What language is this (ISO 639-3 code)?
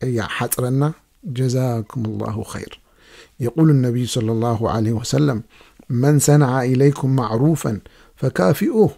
tir